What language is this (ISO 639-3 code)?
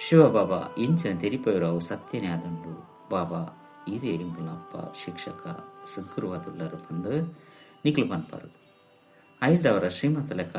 tcy